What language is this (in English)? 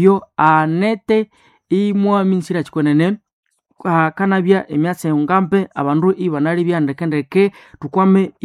Nande